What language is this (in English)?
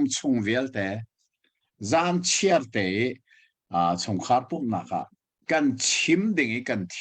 Hakha Chin